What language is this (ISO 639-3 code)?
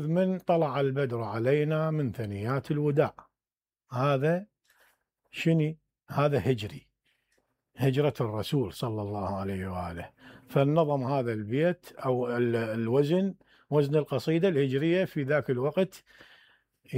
acm